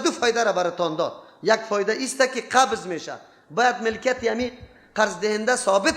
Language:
Persian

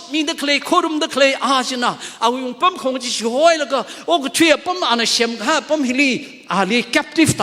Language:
Tangkhul Naga (India)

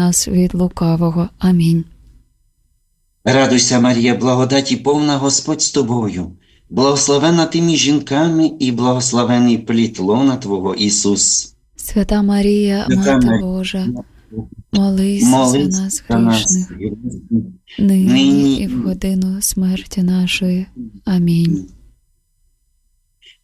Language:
Ukrainian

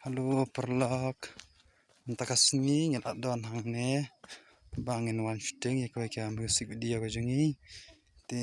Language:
Khasi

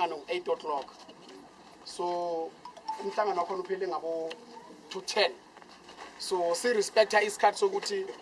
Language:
Zulu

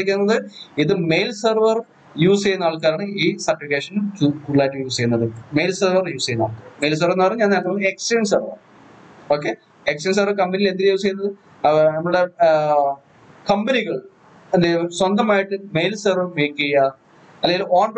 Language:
Malayalam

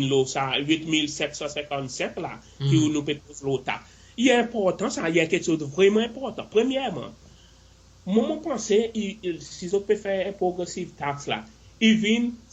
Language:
Seselwa Creole French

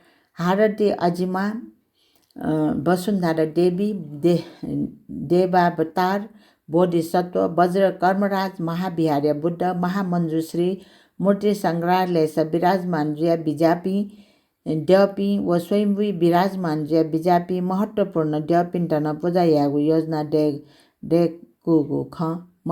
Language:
Newari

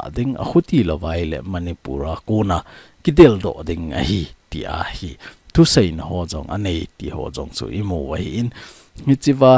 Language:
Thado Chin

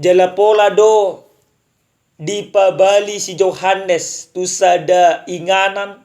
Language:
Batak Toba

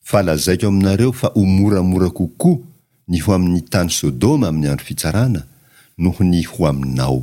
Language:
Malagasy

